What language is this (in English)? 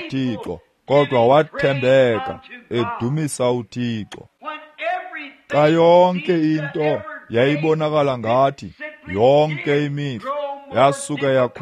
Xhosa